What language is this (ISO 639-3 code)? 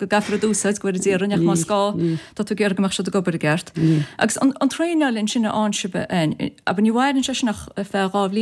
gle